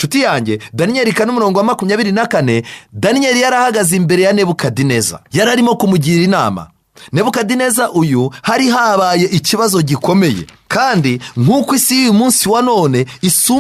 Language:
Kinyarwanda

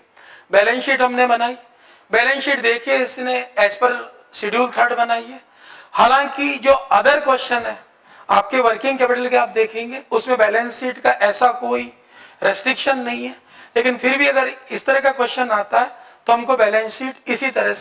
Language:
Hindi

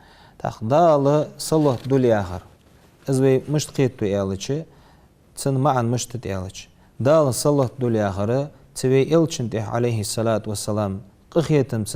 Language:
Ingush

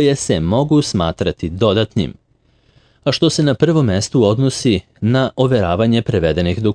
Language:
Serbian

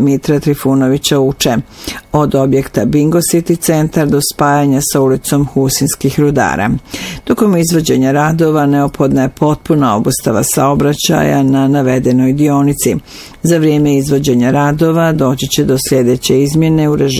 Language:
Bosnian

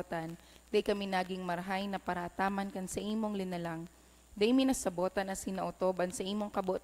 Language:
Bikol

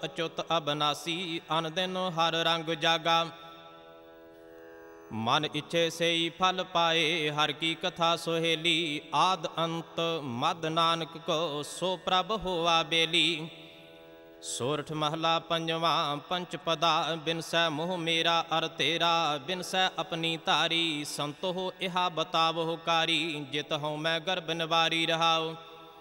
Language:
Punjabi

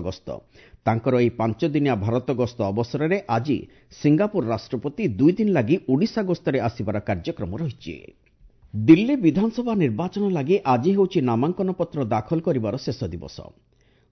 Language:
Odia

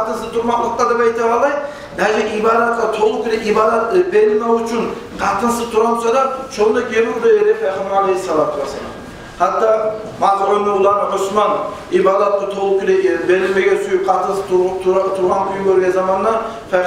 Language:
Kumyk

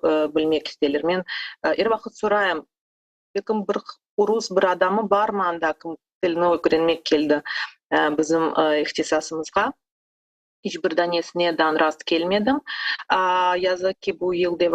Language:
Crimean Tatar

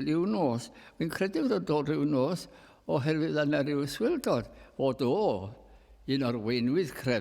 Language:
Welsh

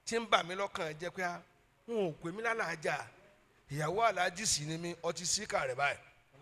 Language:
Yoruba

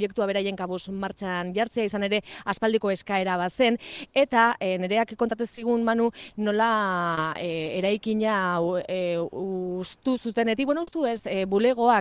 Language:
Basque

